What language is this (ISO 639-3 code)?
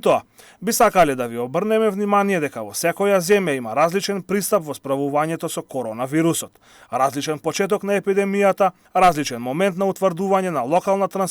mkd